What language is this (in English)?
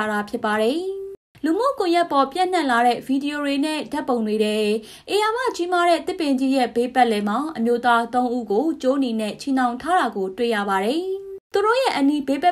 Burmese